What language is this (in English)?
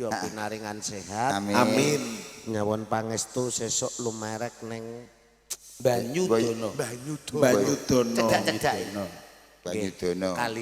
Javanese